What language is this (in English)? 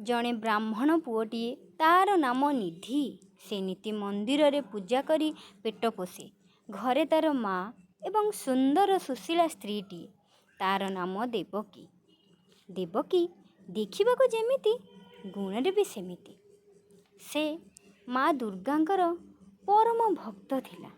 Odia